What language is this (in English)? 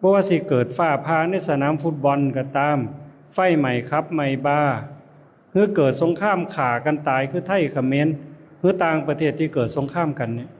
Lao